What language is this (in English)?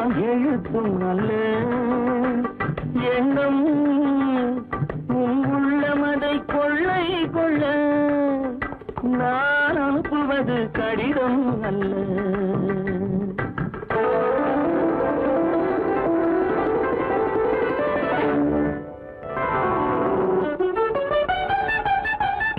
Tamil